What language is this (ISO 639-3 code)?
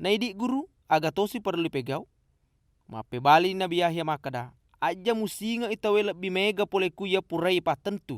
bug